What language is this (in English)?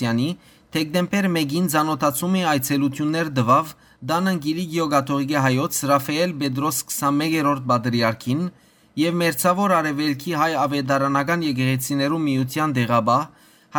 Western Armenian